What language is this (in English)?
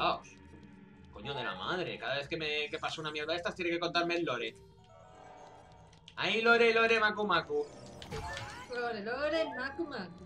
Spanish